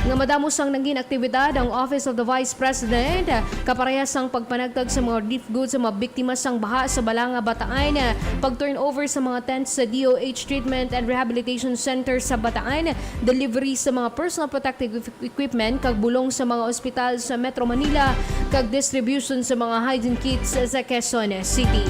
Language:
Hiligaynon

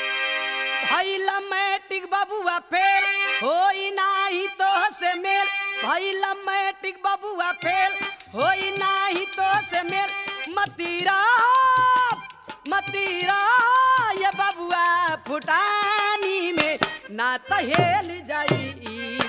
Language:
Bhojpuri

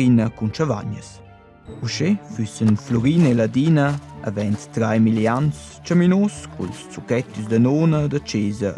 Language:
Romansh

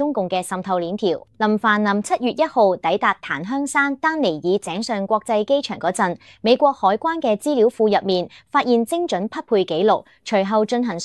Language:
Cantonese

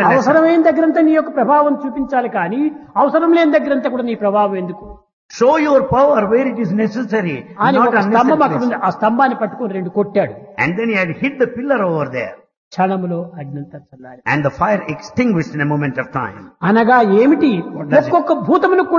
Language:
Telugu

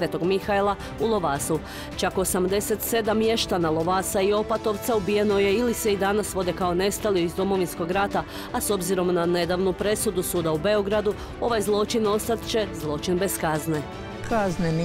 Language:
Croatian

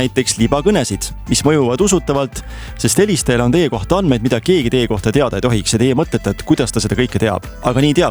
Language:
Estonian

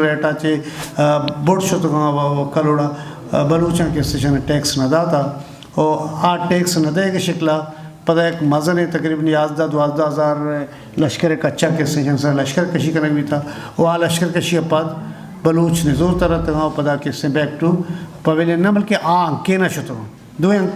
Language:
Eastern Balochi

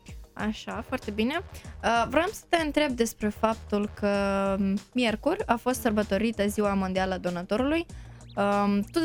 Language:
Romanian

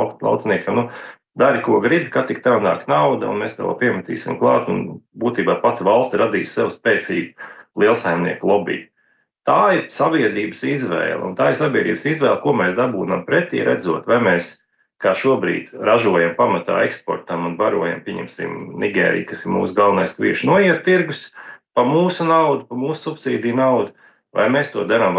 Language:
Latvian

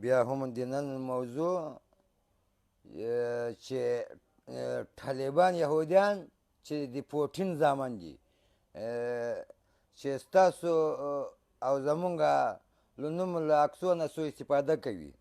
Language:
Pashto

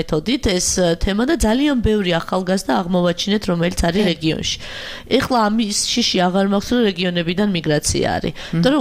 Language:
Georgian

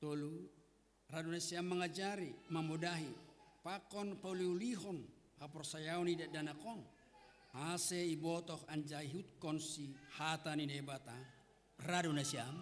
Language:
Batak Simalungun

